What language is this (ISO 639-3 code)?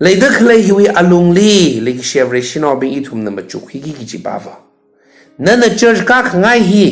nmf